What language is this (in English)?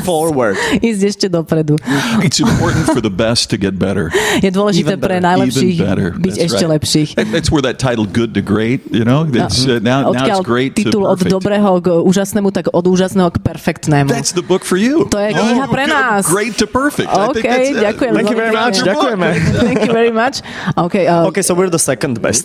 Slovak